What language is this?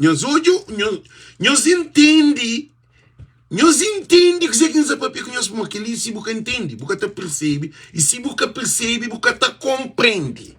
Kabuverdianu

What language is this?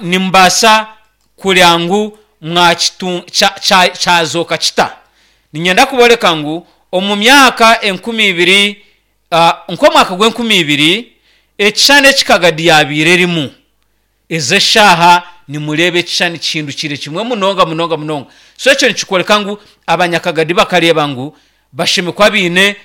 Nyankole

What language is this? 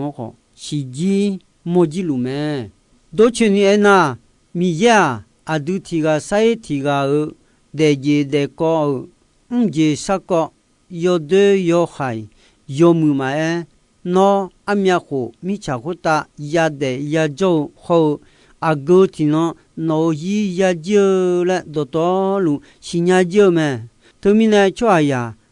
Akha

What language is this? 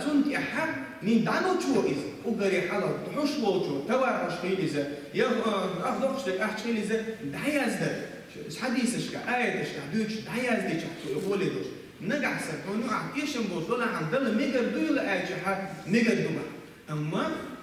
Chechen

